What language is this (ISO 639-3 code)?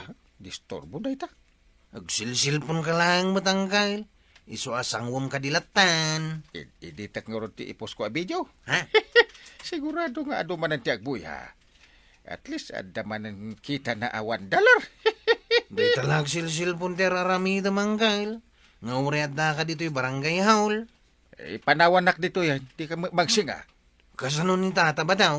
ilo